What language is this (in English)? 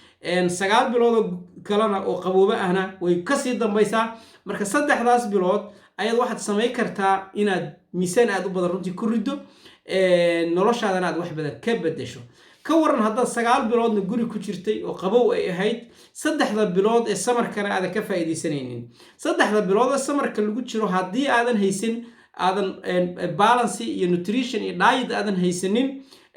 Somali